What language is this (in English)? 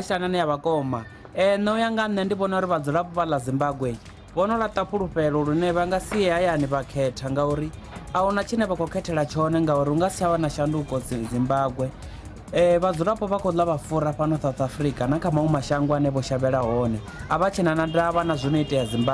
Venda